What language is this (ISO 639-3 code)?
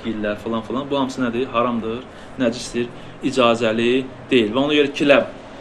aze